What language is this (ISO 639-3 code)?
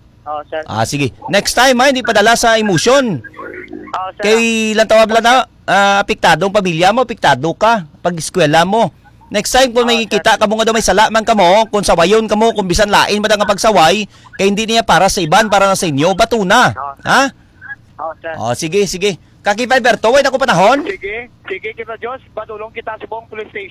hil